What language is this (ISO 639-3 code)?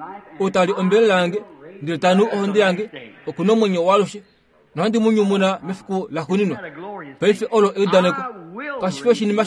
kua